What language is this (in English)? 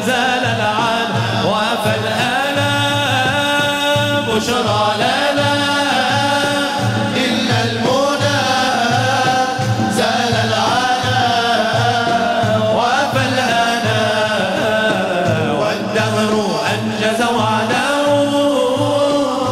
Arabic